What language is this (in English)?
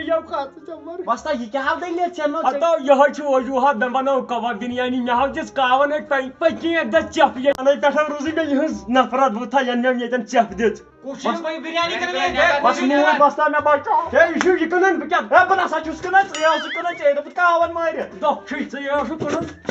Kashmiri